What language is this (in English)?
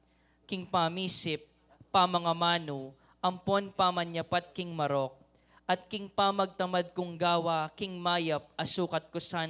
Pampanga